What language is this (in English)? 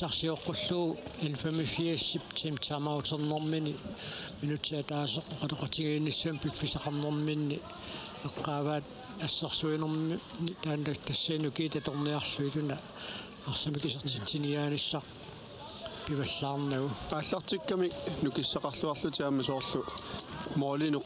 Kalaallisut